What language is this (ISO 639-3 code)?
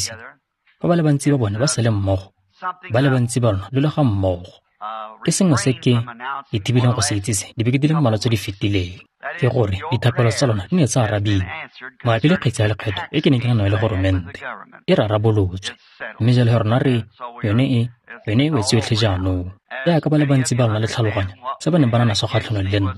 tsn